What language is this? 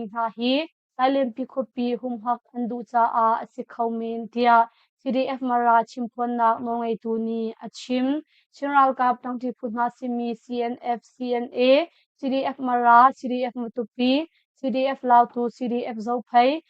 Hakha Chin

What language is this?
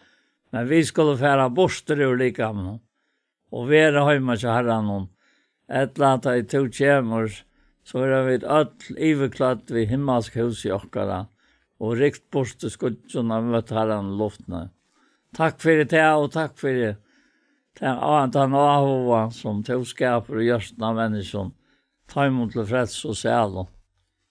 Faroese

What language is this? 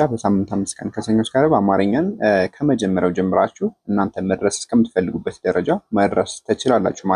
Amharic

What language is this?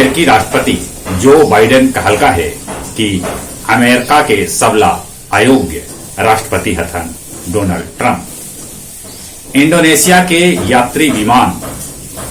Magahi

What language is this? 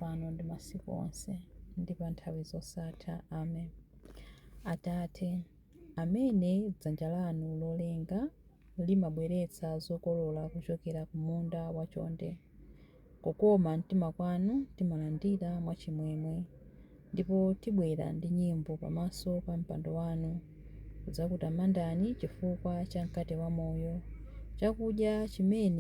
Nyanja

